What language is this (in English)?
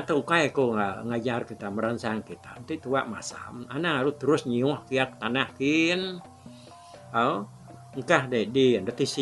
Iban